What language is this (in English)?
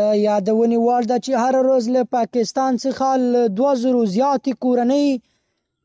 Pashto